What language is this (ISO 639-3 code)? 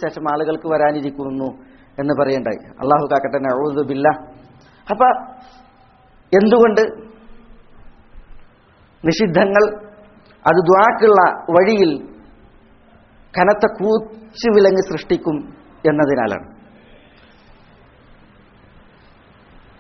mal